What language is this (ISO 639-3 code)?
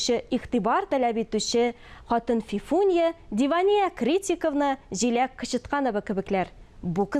tat